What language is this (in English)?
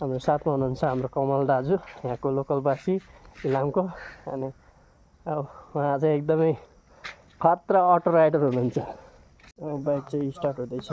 Nepali